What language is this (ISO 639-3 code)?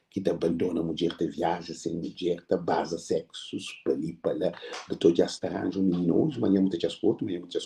kea